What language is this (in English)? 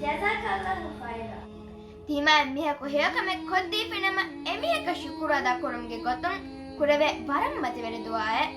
Divehi